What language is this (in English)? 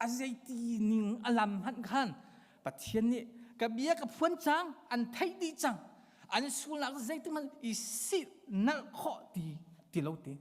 Hakha Chin